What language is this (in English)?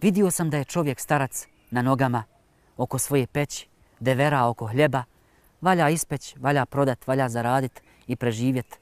Bosnian